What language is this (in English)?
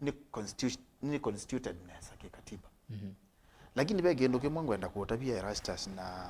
Kamba